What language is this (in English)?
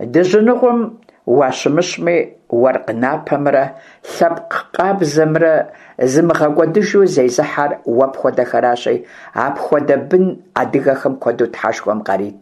Kabardian